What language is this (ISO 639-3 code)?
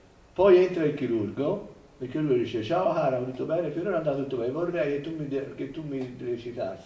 ita